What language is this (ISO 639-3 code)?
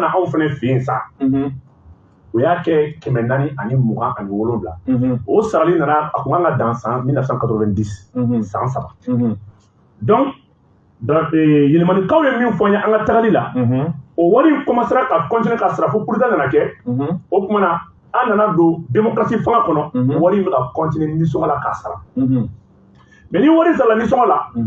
bam